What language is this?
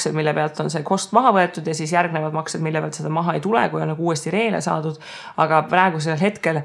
Estonian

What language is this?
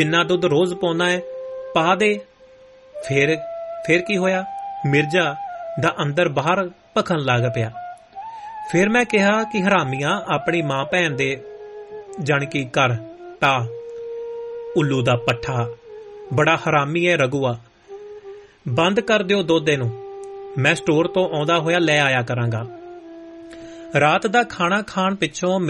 Punjabi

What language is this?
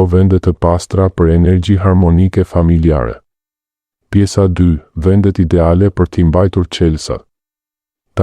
Albanian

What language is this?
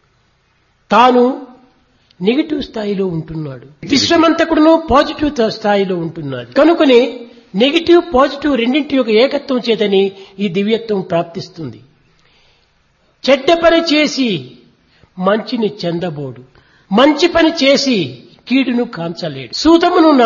Telugu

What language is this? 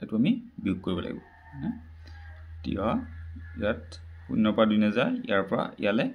Assamese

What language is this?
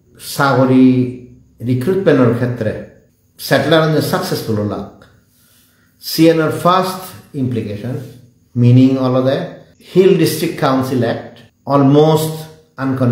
Chakma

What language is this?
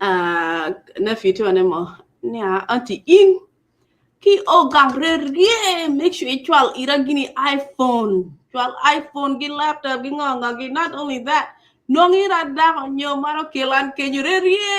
Acoli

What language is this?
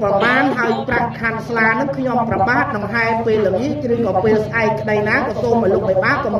Khmer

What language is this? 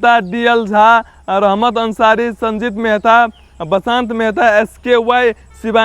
Maithili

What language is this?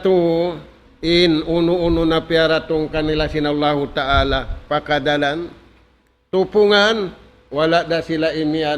Tausug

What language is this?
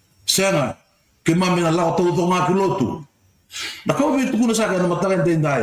Fijian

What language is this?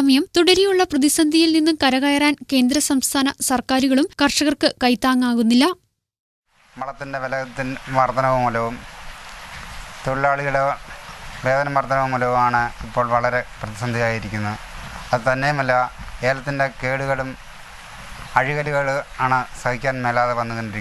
Malayalam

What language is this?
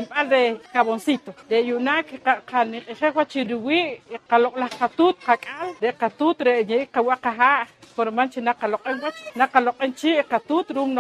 Poqomchi'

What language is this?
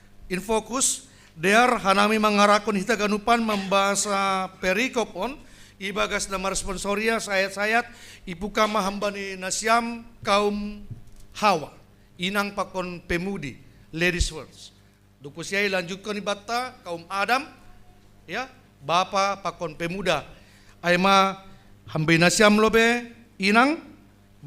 Batak Simalungun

